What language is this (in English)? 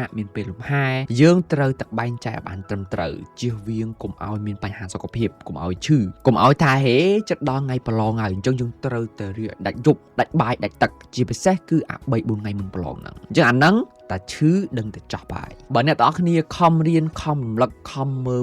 Khmer